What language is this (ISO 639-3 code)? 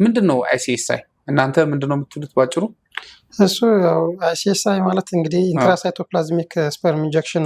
amh